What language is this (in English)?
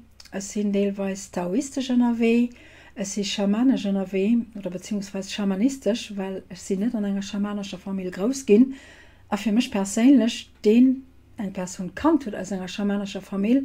Luxembourgish